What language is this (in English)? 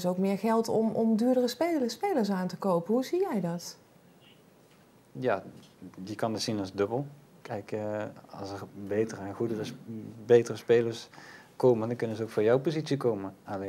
Dutch